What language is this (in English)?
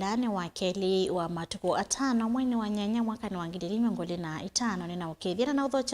Kamba